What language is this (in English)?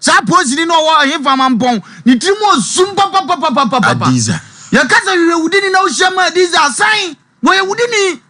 Akan